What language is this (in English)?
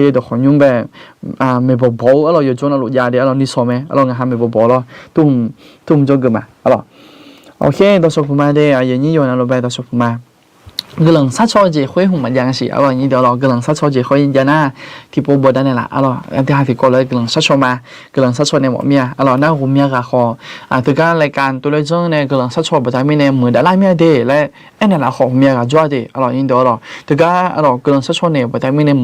Akha